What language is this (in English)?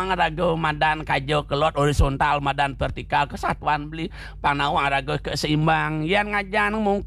Balinese